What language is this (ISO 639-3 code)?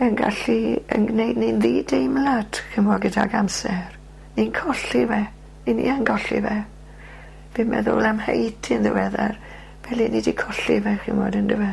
cym